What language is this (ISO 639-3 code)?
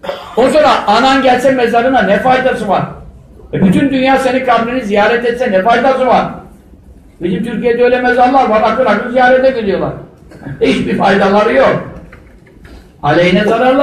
tur